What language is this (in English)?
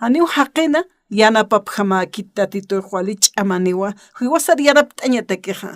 Aymara